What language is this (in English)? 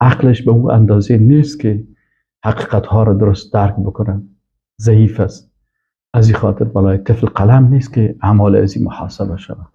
Persian